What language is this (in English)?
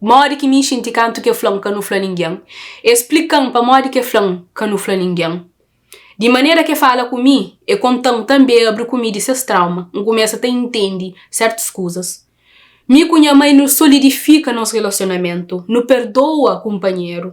Kabuverdianu